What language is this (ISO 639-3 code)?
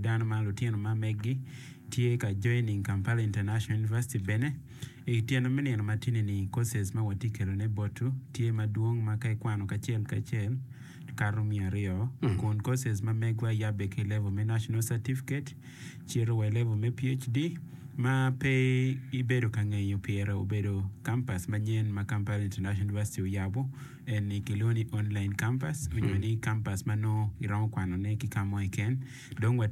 ach